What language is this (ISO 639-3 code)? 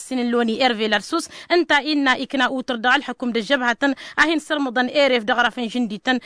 taq